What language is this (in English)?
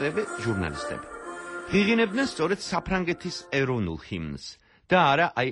Georgian